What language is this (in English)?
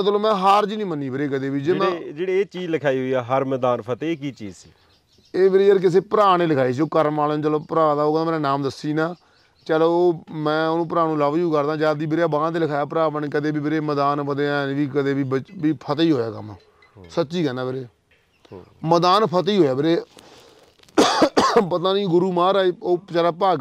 Punjabi